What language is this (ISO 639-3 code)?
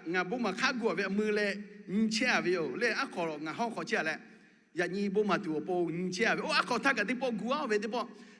lhu